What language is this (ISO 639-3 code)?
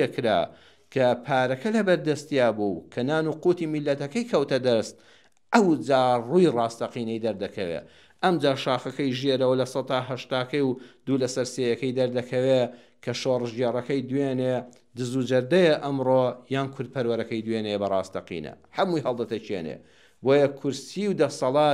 ckb